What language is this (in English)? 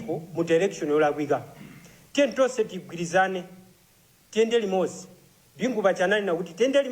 Nyanja